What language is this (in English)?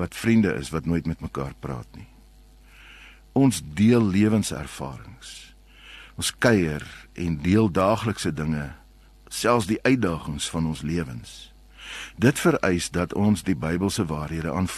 Afrikaans